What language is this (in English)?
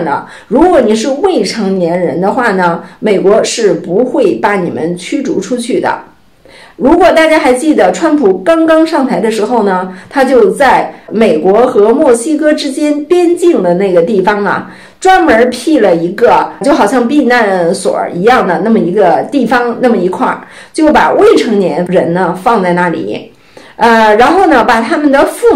Chinese